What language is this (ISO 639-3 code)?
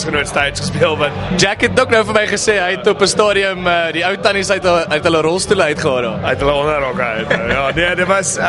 afr